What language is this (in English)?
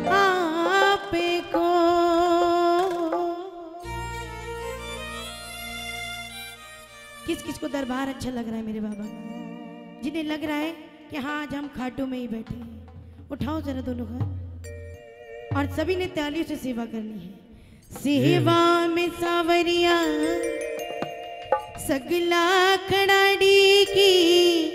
Hindi